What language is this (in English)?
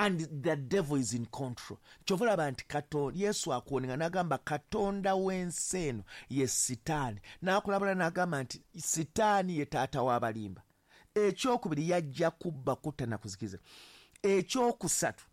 Ganda